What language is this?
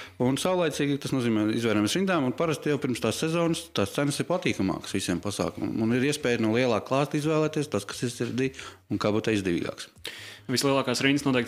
Latvian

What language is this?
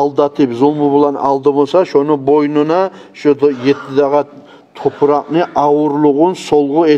Kumyk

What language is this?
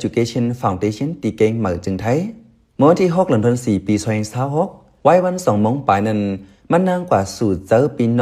Shan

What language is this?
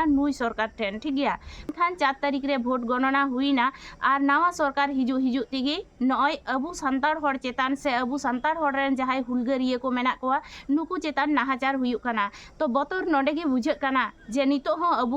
Santali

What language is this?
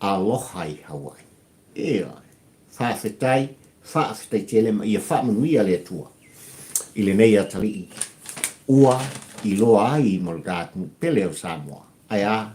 Samoan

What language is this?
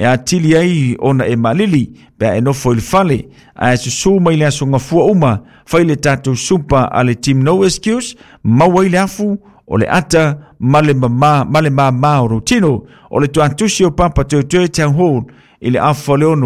Samoan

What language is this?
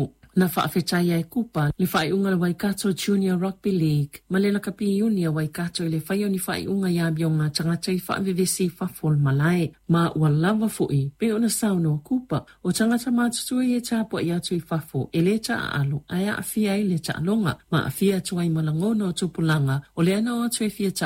Samoan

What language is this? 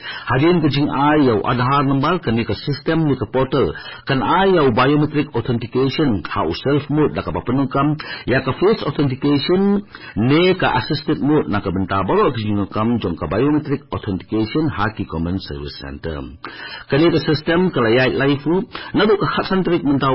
Khasi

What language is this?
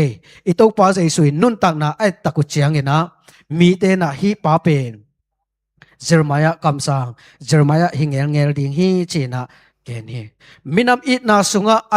Tedim Chin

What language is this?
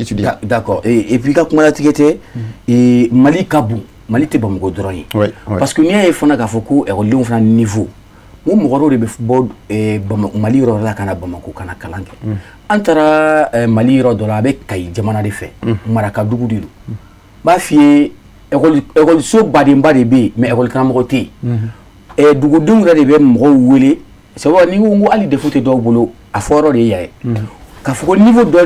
Bambara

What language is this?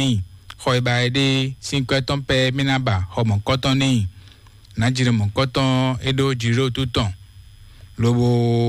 Fon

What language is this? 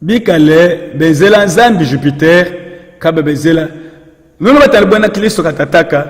Luba-Lulua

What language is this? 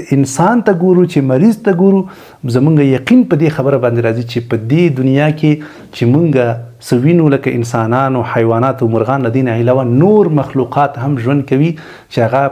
Pashto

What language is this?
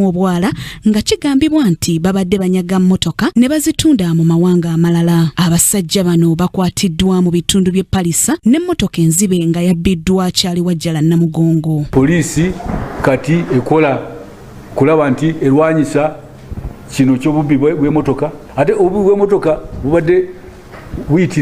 Ganda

